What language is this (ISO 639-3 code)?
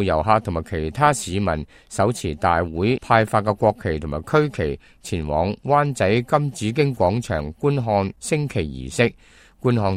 yue